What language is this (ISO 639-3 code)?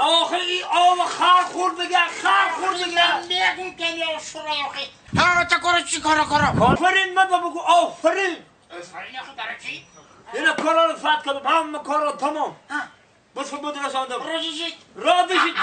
tgk